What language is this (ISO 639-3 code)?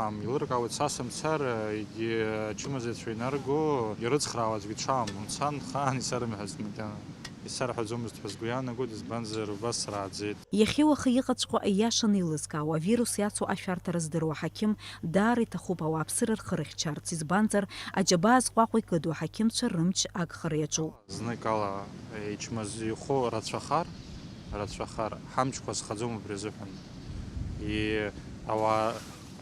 abk